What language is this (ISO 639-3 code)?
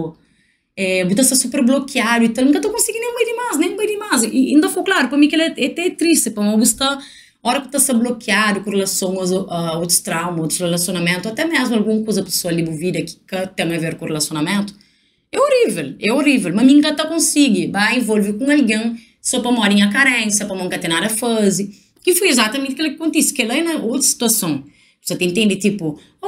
kea